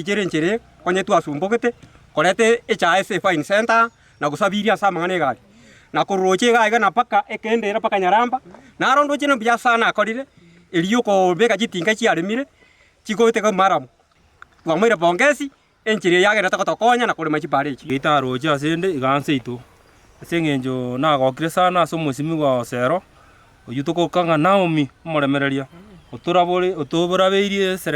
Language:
Gusii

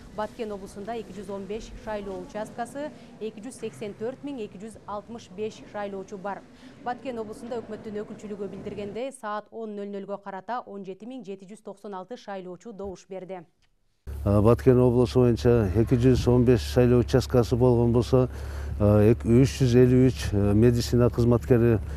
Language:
Kyrgyz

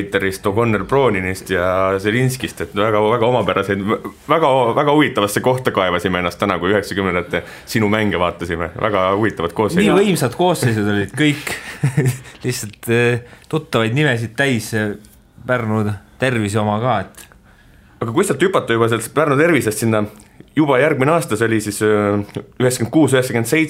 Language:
Estonian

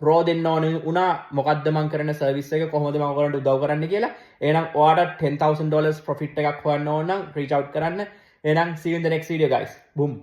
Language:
Sinhala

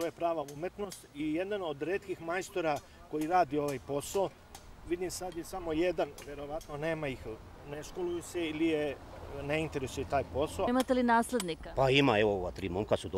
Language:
Serbian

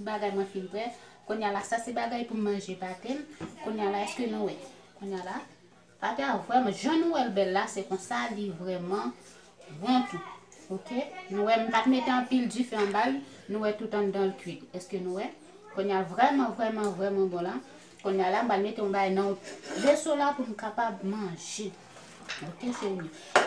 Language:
Haitian Creole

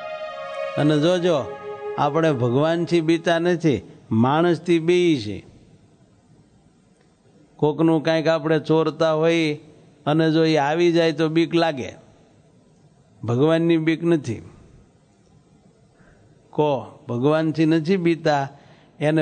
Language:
Gujarati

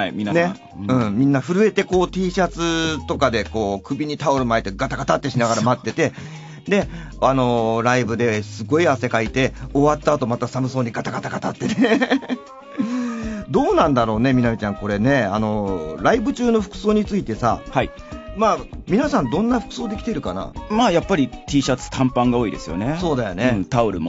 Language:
Japanese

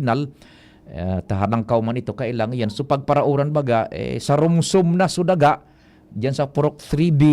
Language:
Bikol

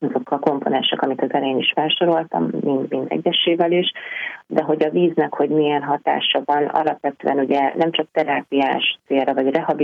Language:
Hungarian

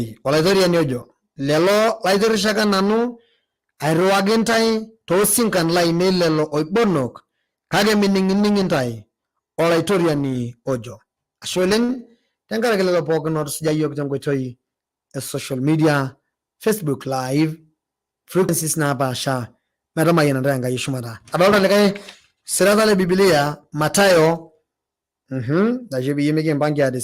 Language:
Masai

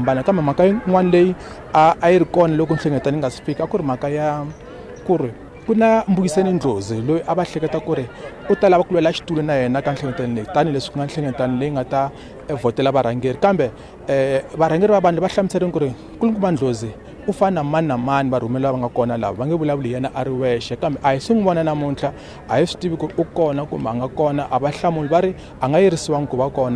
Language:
Tsonga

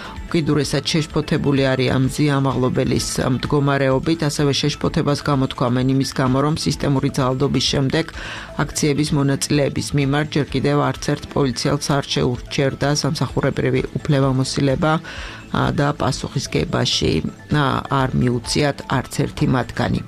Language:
Georgian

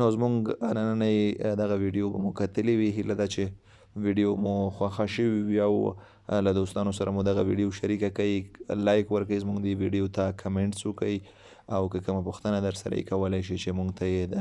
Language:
Pashto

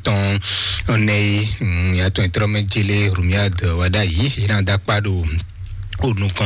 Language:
Fon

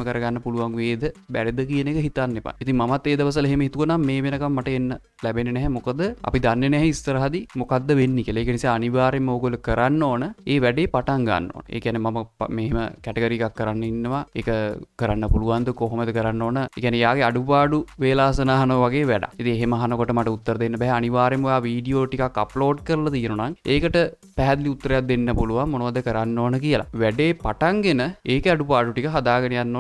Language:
Sinhala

